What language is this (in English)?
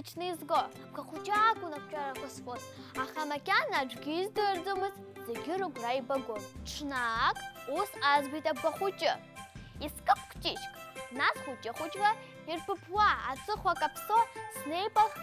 Abkhazian